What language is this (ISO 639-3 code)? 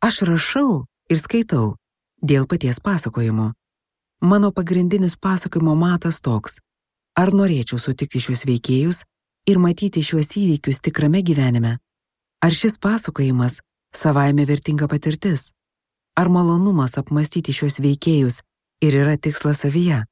lit